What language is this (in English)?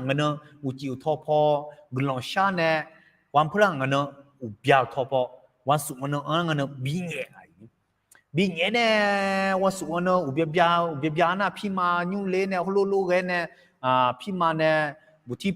Akha